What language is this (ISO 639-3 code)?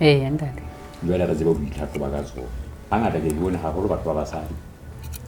sot